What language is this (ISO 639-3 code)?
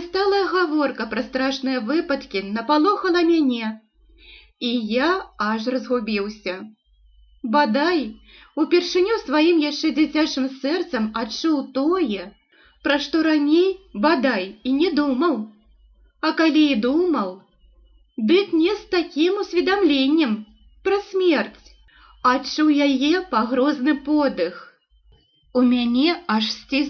bel